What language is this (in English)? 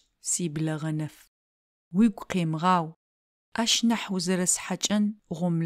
Adyghe